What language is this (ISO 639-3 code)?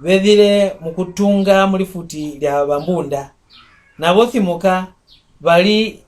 mck